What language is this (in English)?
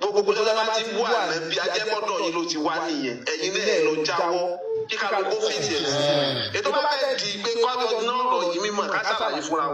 Yoruba